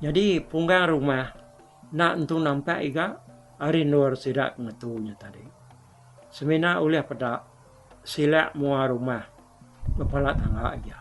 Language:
Iban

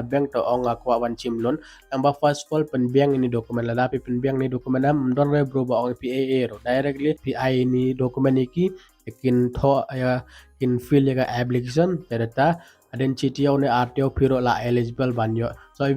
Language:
Khasi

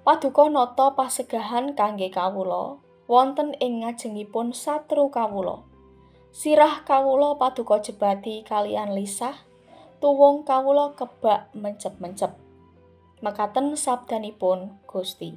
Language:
Javanese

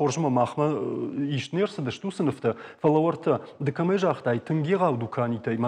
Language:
Ossetic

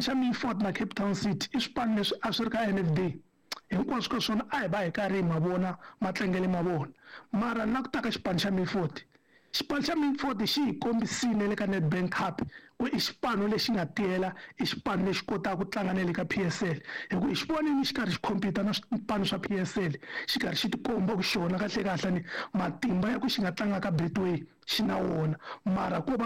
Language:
Tsonga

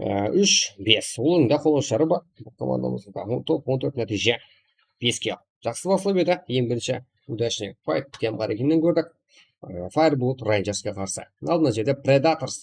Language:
Kara-Kalpak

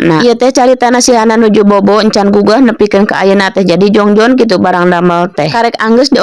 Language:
Sundanese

